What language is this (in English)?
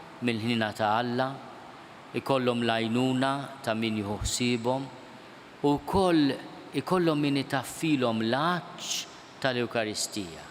Maltese